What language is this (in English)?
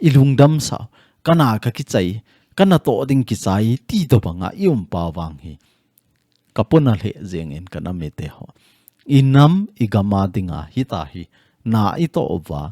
Thado Chin